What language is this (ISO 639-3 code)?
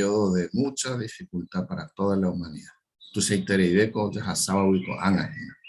grn